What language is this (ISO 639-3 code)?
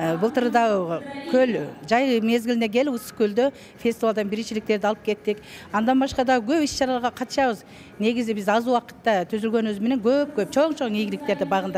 kir